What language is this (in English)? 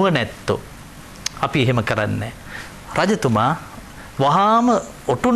Sinhala